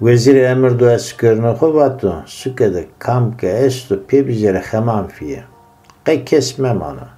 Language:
Zaza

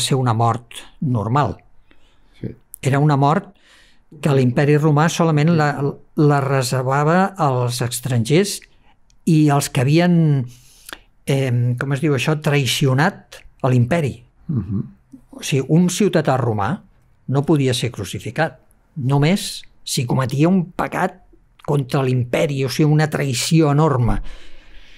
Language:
Catalan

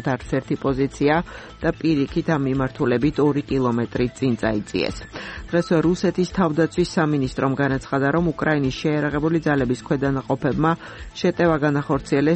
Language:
Georgian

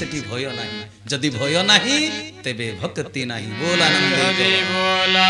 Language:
Odia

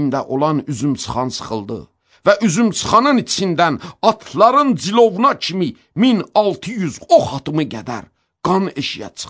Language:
Azerbaijani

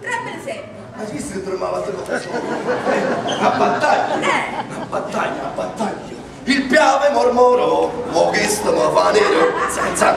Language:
Neapolitan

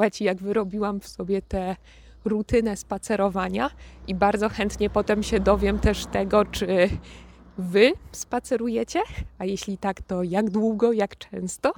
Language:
Polish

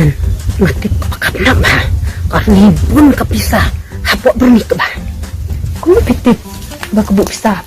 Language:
Khasi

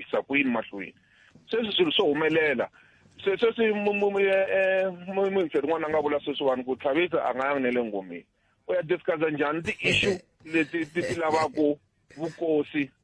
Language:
Tsonga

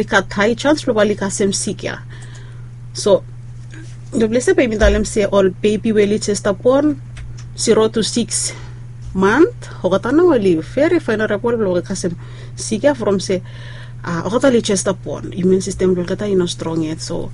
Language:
Bislama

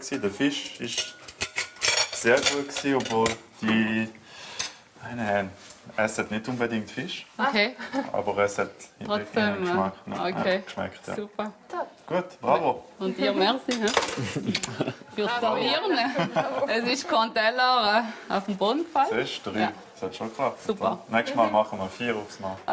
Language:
Swiss German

